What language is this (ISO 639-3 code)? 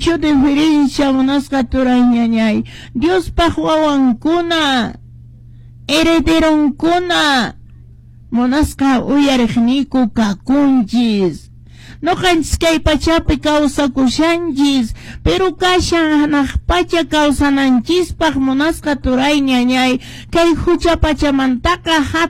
que